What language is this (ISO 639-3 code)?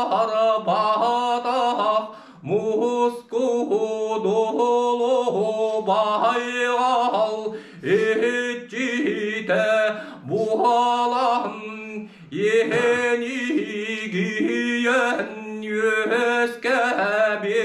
sah